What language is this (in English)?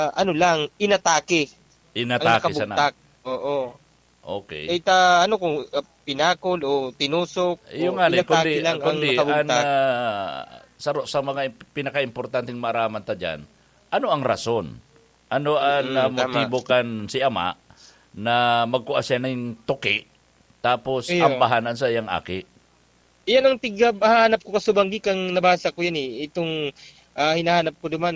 Bikol